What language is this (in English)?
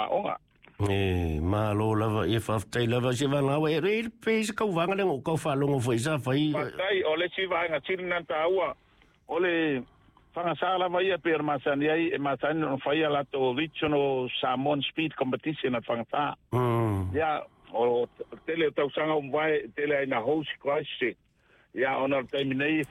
Samoan